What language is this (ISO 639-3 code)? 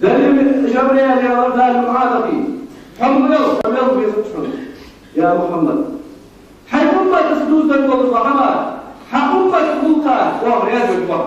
inh